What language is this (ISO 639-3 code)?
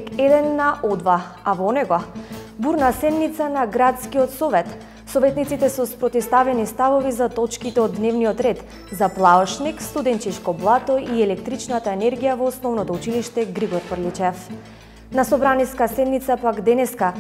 mkd